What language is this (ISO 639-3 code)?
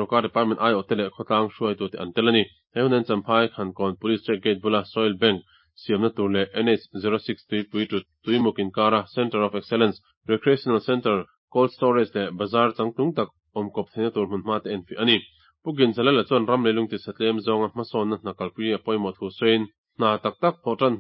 lus